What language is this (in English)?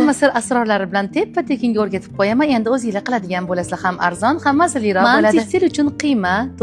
Uzbek